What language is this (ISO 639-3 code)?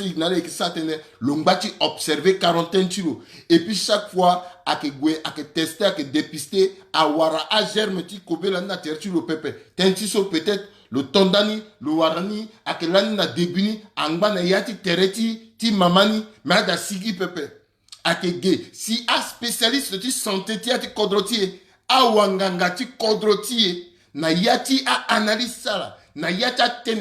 sag